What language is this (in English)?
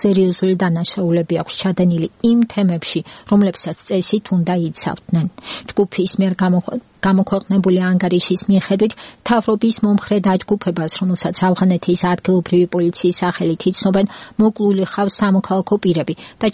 Georgian